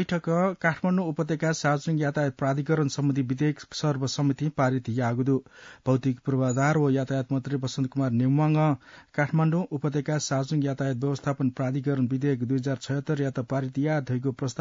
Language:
Newari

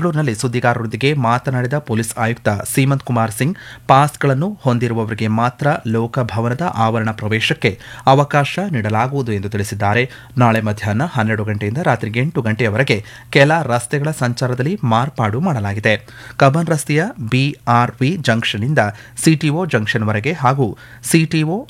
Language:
Kannada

